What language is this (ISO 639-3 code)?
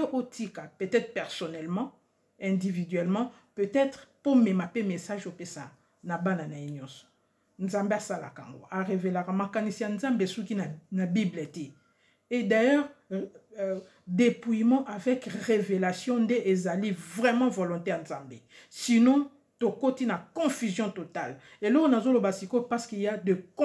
lin